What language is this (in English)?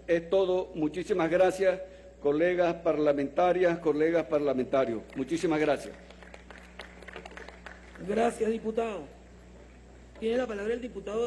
Spanish